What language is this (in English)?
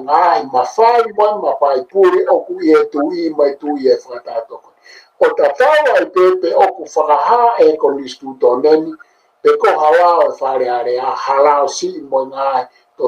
Tongan